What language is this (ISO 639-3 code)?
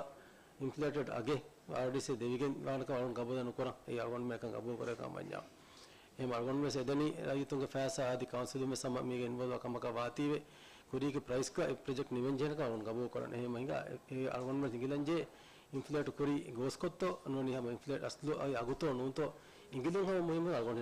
div